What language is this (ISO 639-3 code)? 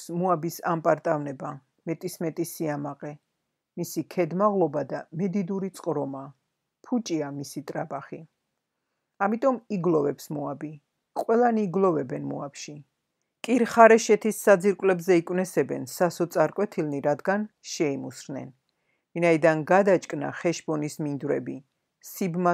kat